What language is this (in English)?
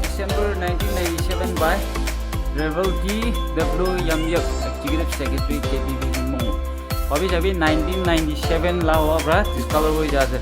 Naga Pidgin